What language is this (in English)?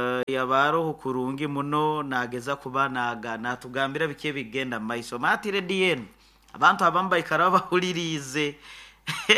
Nyoro